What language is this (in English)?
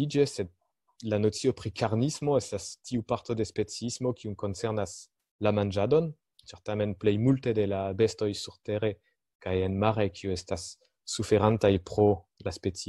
Esperanto